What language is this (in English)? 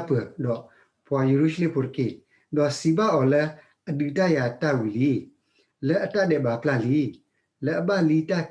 S'gaw Karen